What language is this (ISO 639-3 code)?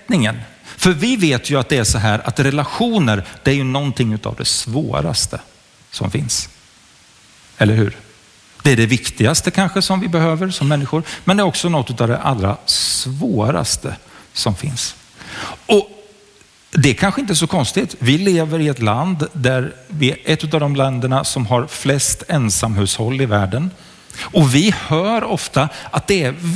swe